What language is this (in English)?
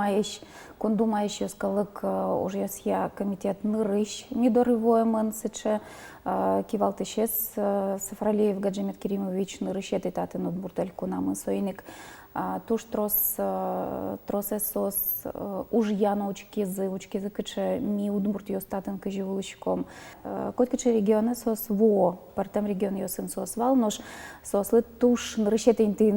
Udmurt